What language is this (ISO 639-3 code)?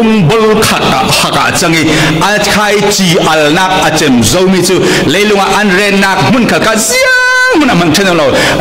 cfm